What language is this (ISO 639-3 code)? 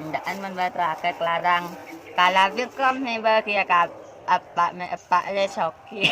mad